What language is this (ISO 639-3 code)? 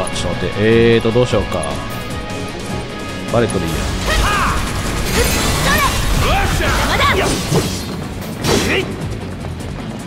jpn